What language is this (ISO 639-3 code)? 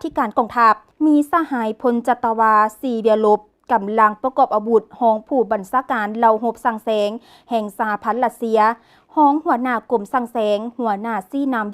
lao